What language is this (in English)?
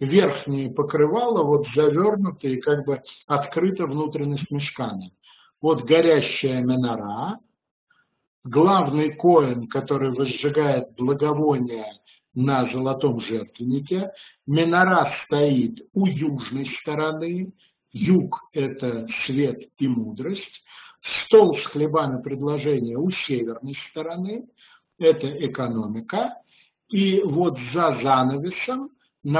Russian